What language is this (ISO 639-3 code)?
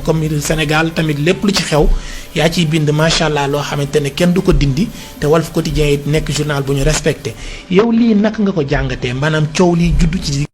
wol